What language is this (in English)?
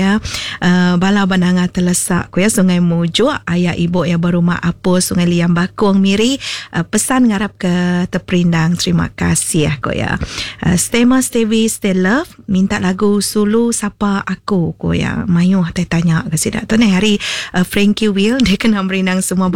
Iban